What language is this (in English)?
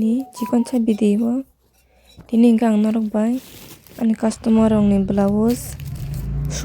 Kok Borok